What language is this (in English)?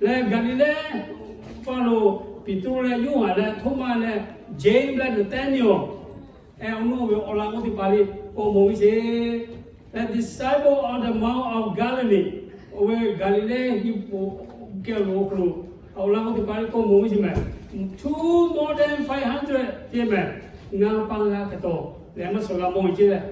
Lahu